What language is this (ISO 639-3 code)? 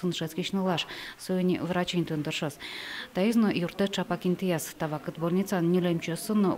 udm